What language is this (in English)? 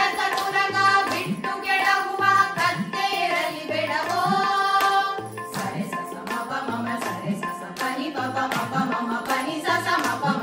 Kannada